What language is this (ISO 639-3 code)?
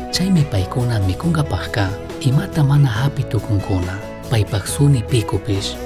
qug